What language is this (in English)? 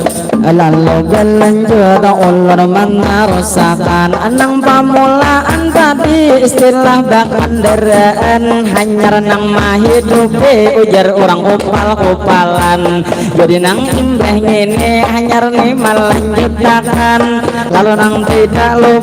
Banjar